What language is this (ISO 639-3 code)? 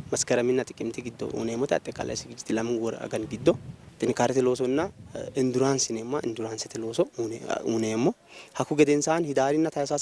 sid